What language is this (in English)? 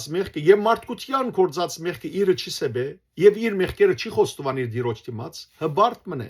Western Armenian